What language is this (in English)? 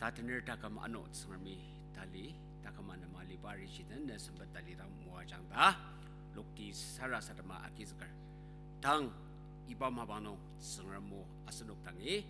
Ao Naga